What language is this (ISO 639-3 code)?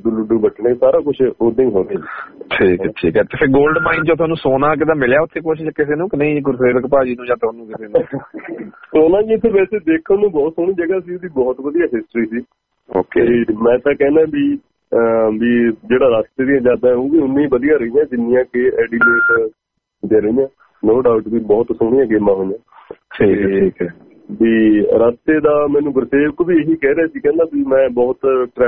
pan